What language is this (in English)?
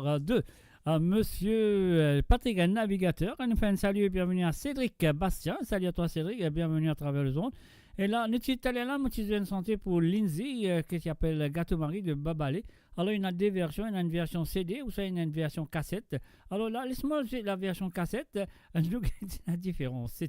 Morisyen